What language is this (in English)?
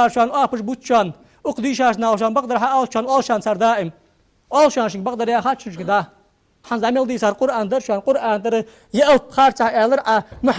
Ingush